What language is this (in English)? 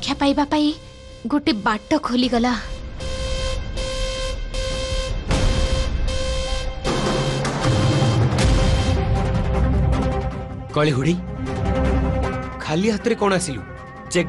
Odia